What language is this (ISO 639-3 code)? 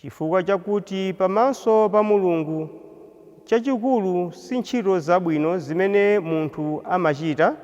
nya